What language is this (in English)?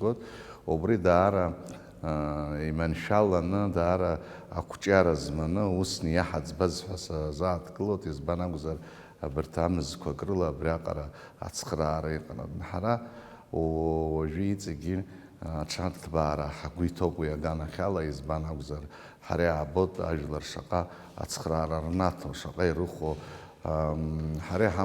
Abkhazian